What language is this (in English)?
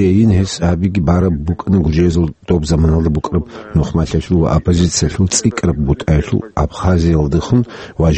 Avaric